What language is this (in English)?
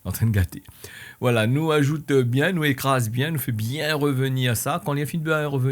Réunion Creole French